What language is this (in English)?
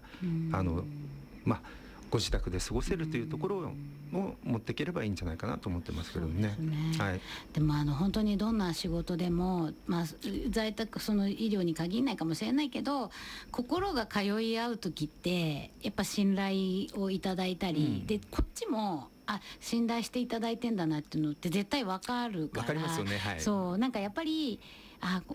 Japanese